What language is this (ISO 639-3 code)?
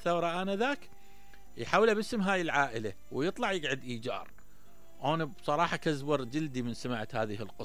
acm